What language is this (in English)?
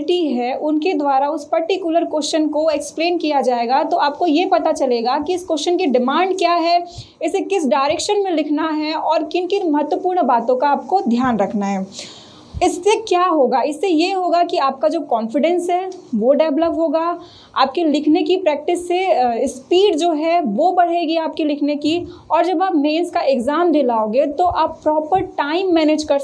Hindi